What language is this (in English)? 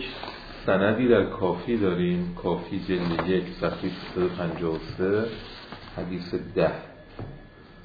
Persian